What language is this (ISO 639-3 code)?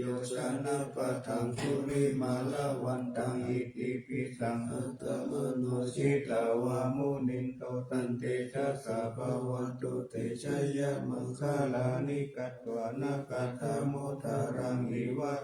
pli